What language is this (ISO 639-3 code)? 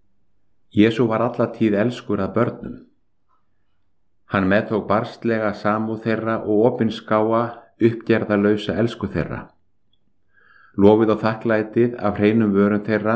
isl